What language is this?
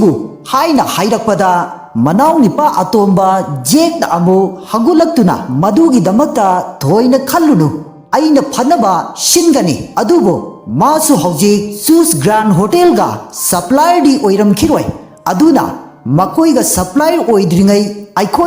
Manipuri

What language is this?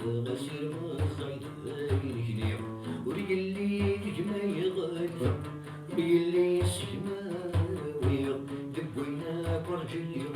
Kabyle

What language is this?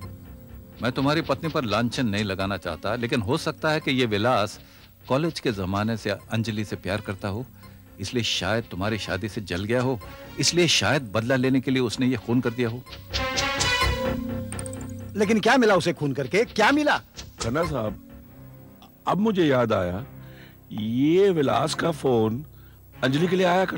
Hindi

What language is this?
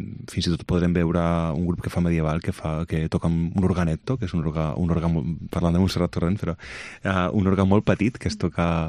Catalan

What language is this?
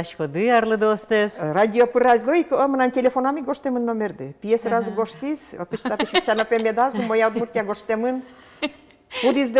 Udmurt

